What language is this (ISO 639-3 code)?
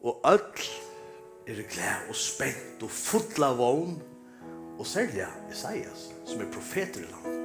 fao